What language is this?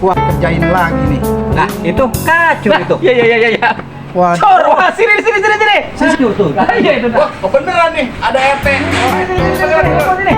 Betawi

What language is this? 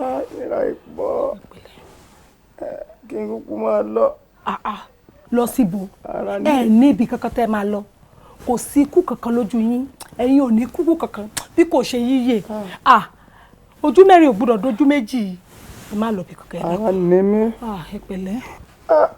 Yoruba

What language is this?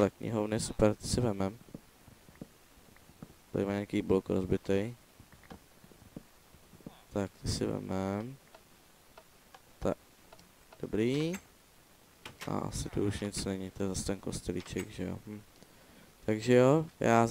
Czech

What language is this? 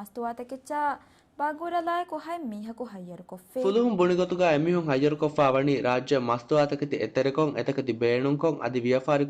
Divehi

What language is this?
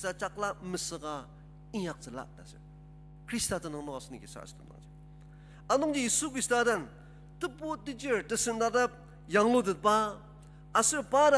Ao Naga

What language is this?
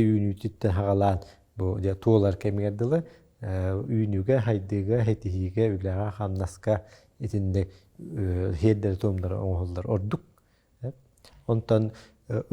Yakut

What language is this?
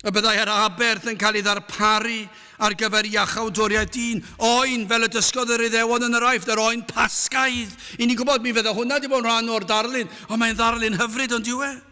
Welsh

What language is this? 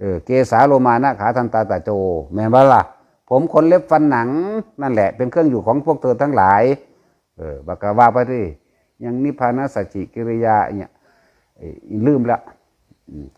Northeastern Thai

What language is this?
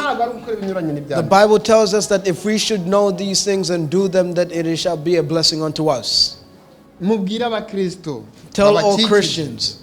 Kinyarwanda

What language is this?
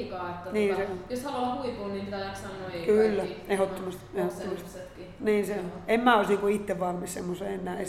Finnish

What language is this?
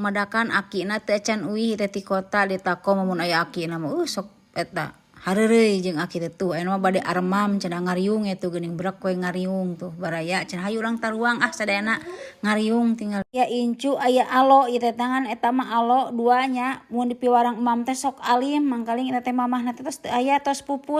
Sundanese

